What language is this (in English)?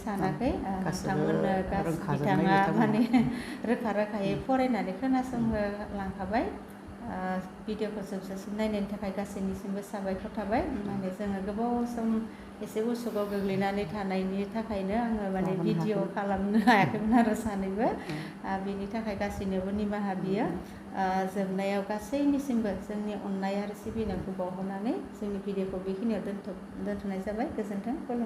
Bodo